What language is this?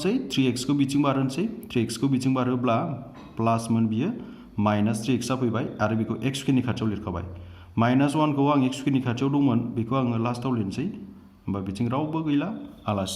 Bodo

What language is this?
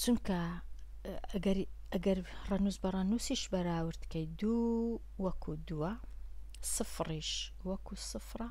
Central Kurdish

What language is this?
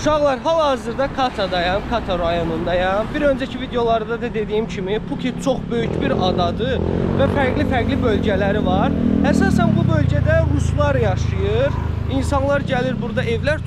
Azerbaijani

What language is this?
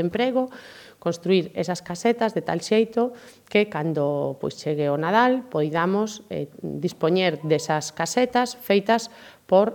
Galician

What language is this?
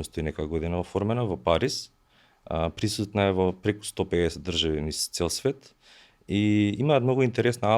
Macedonian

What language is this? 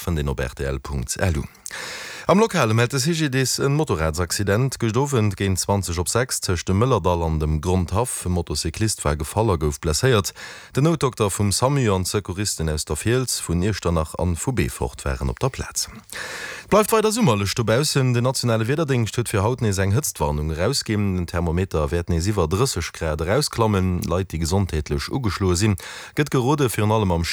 Luxembourgish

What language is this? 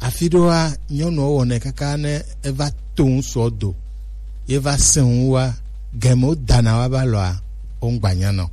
Gen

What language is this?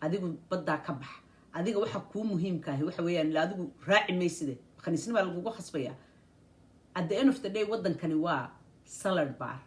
Somali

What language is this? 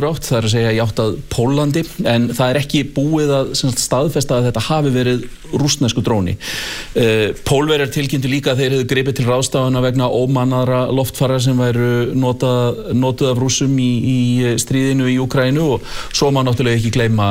Icelandic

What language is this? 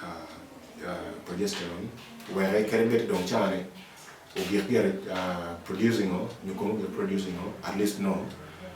Acoli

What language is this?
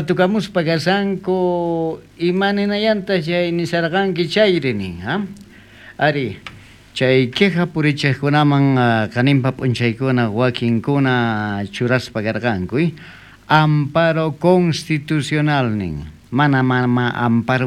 South Bolivian Quechua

